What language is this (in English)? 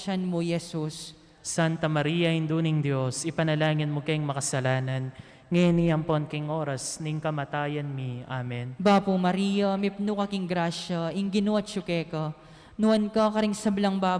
Pampanga